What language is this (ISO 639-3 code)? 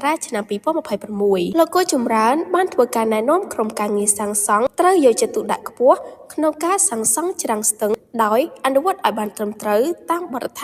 khm